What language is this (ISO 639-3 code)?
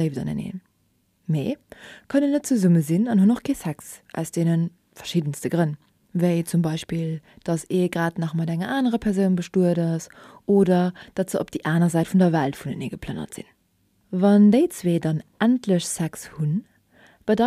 ltz